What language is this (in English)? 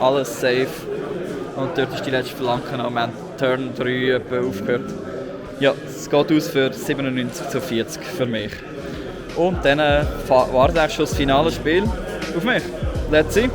Swiss German